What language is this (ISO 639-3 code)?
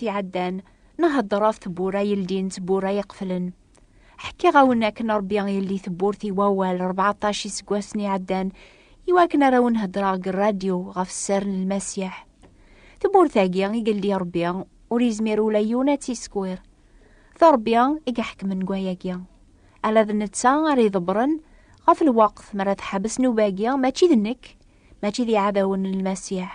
kab